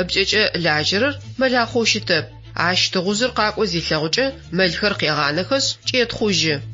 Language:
Adyghe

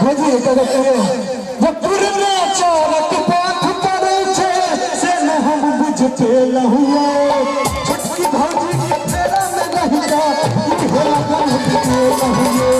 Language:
Maithili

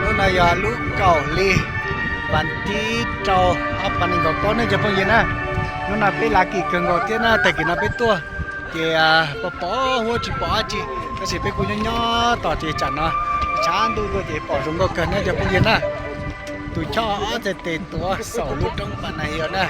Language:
Hmong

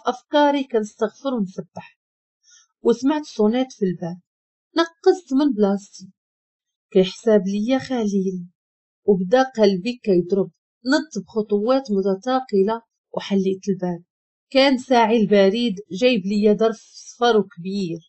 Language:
Moroccan Arabic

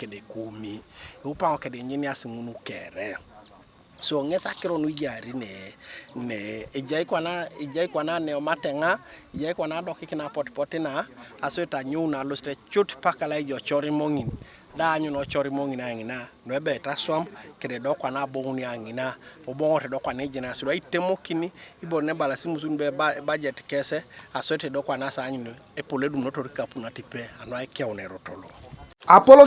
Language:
Teso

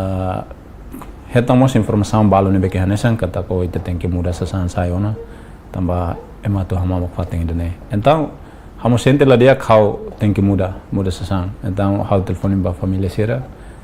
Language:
Tetum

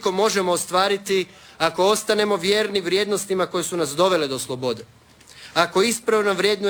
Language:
Croatian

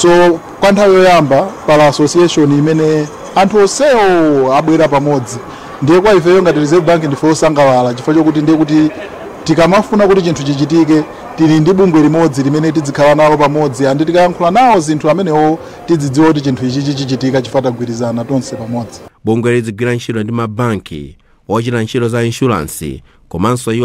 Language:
Nyanja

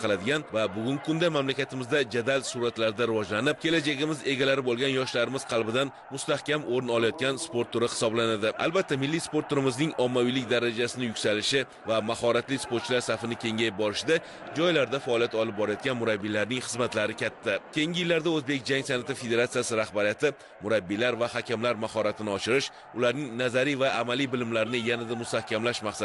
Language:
Uzbek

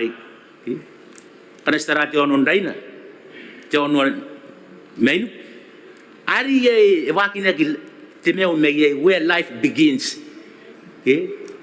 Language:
Gilbertese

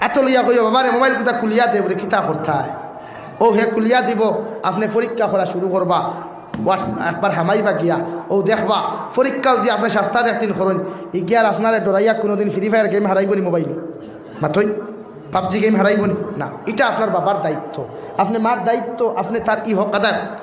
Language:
Sylheti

